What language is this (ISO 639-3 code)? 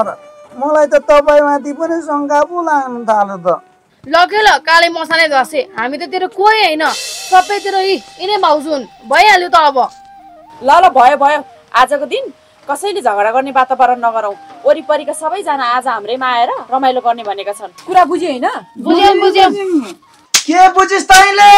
nep